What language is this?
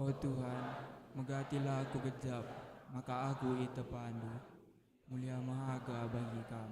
Batak Karo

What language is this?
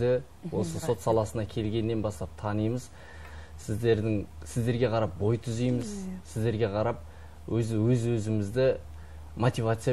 Kazakh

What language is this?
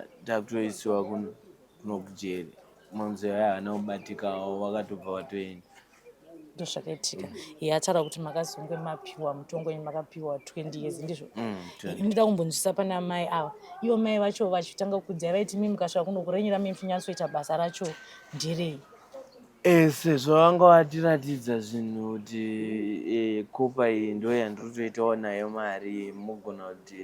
Shona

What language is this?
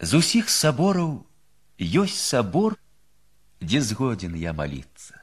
Belarusian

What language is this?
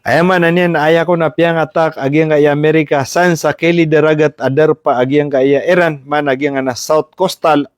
Maranao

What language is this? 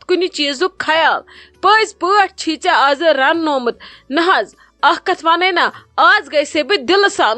Kashmiri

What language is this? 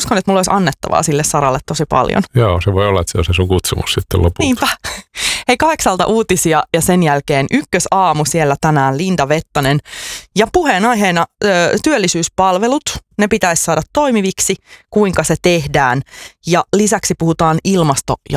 Finnish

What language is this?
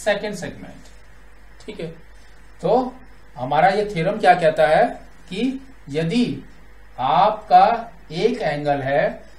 Hindi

